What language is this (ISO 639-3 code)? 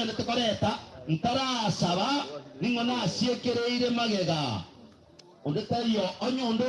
guz